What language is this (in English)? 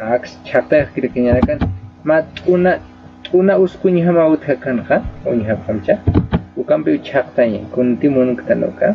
Aymara